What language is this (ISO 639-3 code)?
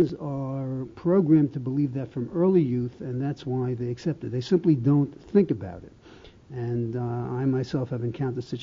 eng